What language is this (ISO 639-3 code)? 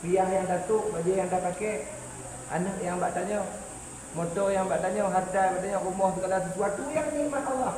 ace